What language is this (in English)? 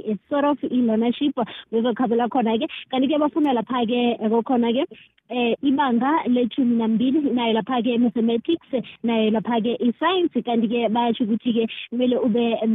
South Ndebele